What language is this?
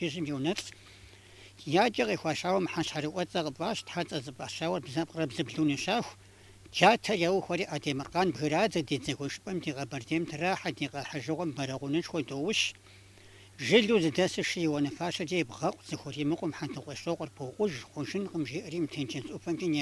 Kabardian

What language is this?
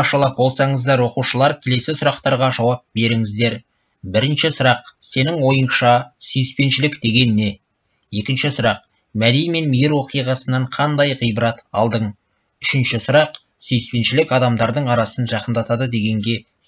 Kazakh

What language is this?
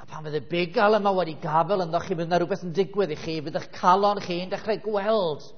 Welsh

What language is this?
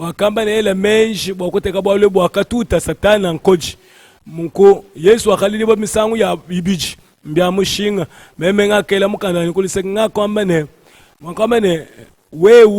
Luba-Lulua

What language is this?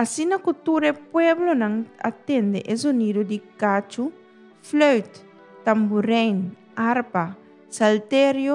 Papiamento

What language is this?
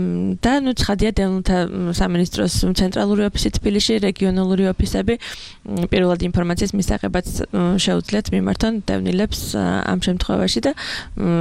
Georgian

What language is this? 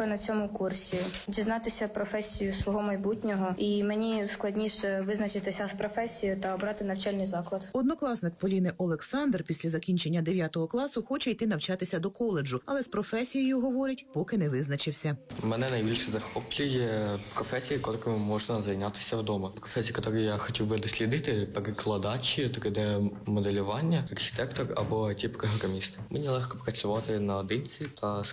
Ukrainian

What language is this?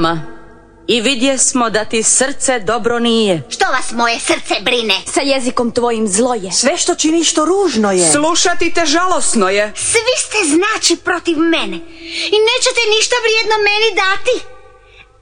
Croatian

